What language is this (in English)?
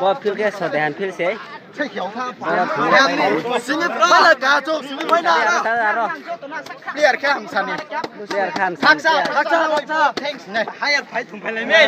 Riang (India)